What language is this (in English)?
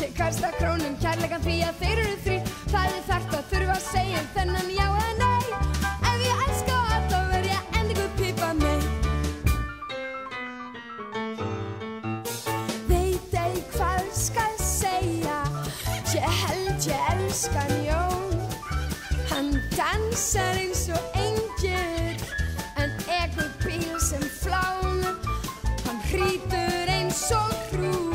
Icelandic